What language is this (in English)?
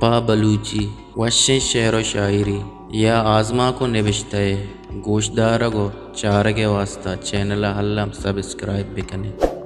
Baluchi